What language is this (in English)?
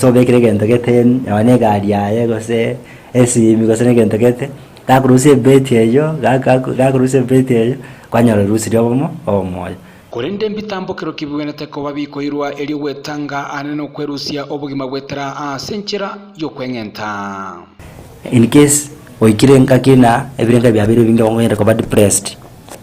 Gusii